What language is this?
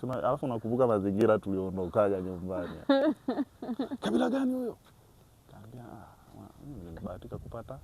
Swahili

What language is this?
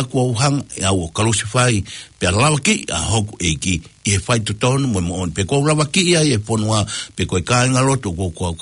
Tongan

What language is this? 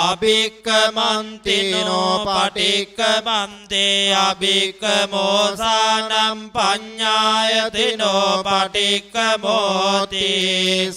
Pali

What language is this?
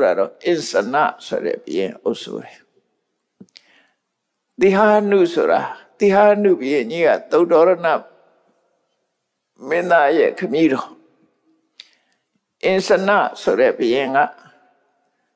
Burmese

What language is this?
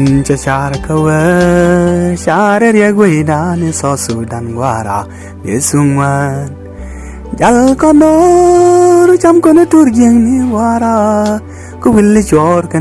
Nuer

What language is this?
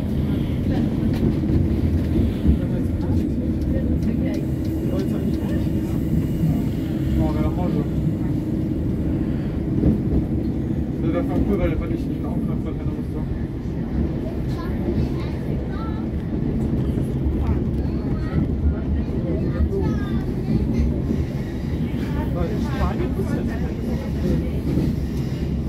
German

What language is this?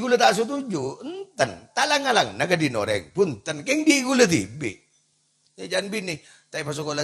Madurese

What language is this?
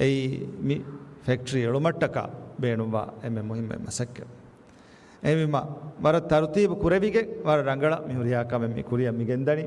Divehi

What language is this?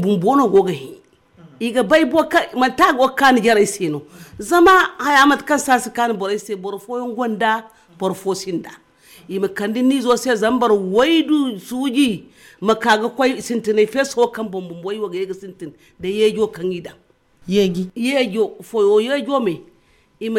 Zarma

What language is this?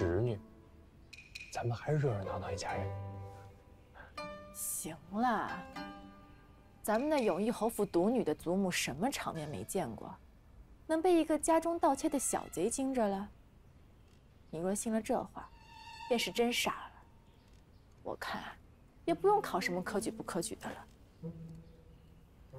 Chinese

